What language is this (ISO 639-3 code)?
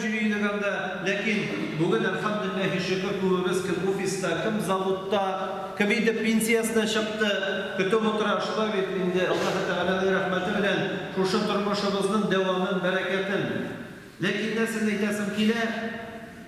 tat